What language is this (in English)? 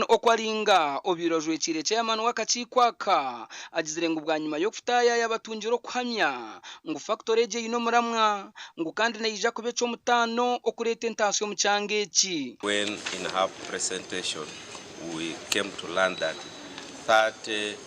Nyankole